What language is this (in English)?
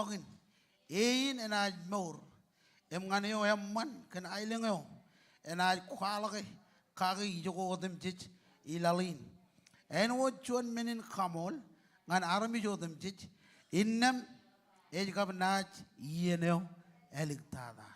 Marshallese